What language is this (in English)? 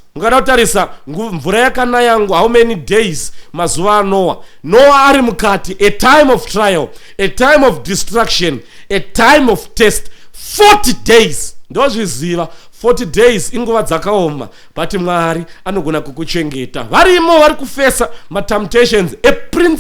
Shona